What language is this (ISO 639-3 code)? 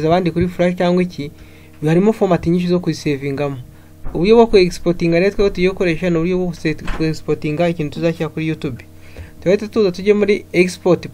kin